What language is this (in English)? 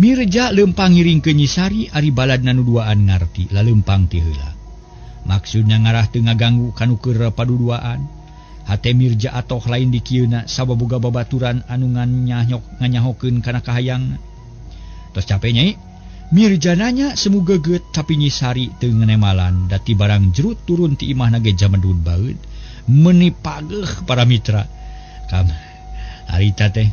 Sundanese